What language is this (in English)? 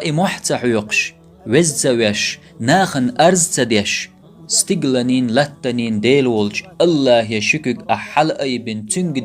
Chechen